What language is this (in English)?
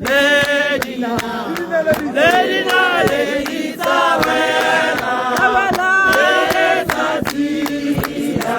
Tswana